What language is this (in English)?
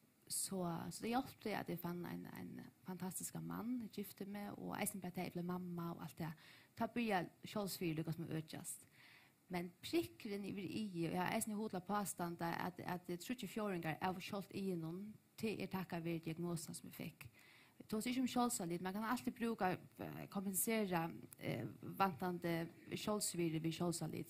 Faroese